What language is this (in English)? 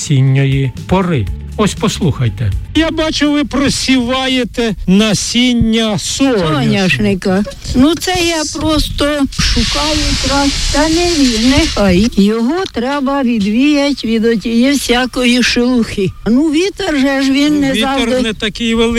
Ukrainian